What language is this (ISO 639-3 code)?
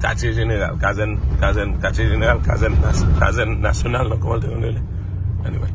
hat